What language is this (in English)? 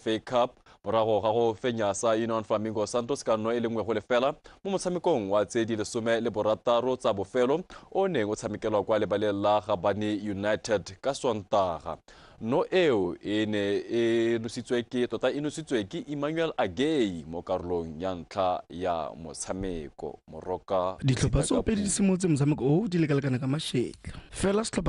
Tswana